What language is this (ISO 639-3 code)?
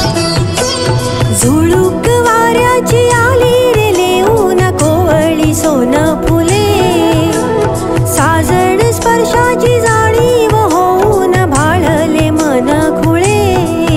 mar